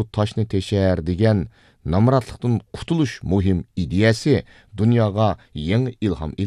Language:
Uyghur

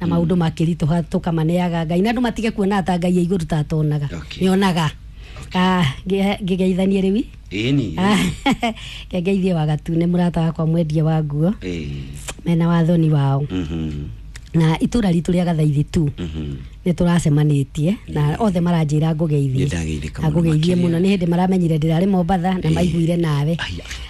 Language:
Kikuyu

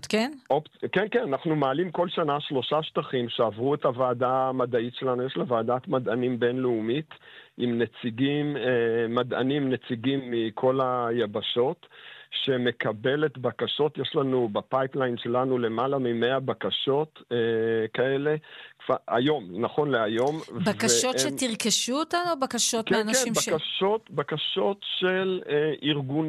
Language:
Hebrew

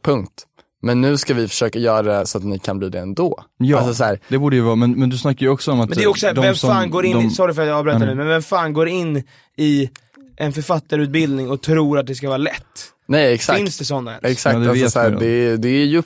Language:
Swedish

